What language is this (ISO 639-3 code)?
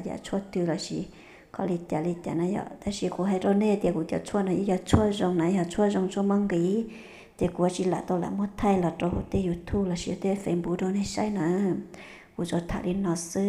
hmn